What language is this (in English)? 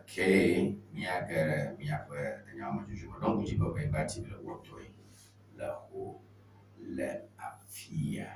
Ewe